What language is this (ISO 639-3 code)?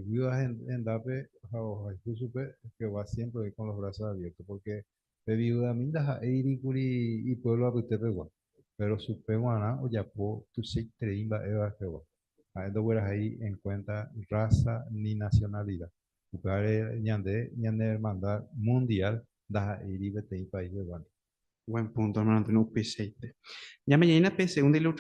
grn